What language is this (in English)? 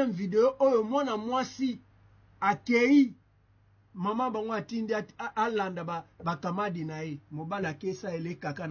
Lingala